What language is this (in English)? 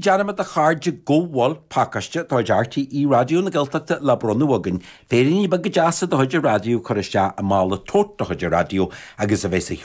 Irish